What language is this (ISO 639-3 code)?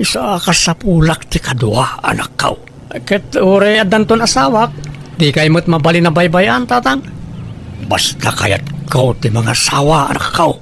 ilo